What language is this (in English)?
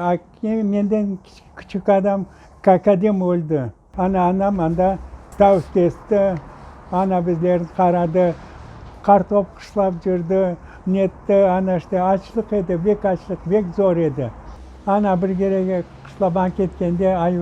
Crimean Tatar